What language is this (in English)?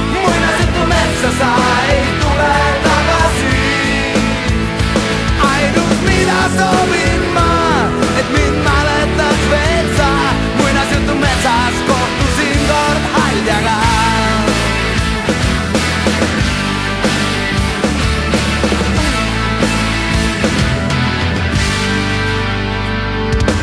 Estonian